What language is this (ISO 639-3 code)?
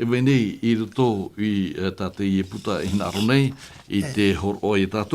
tah